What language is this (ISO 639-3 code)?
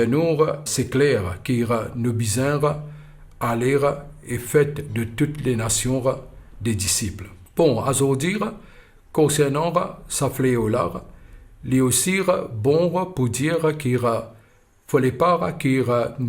mfe